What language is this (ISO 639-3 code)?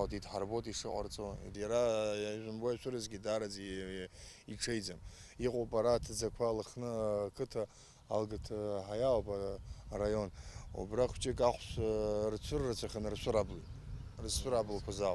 abk